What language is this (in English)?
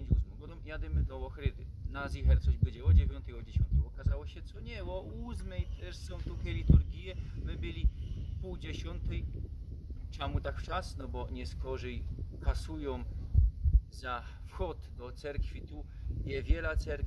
Silesian